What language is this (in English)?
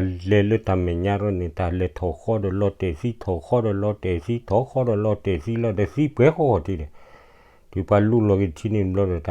S'gaw Karen